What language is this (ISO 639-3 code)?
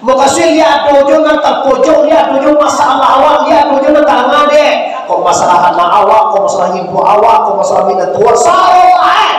min